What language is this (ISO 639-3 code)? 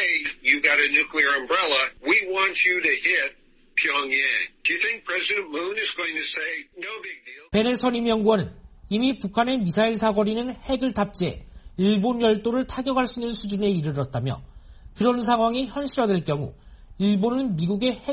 kor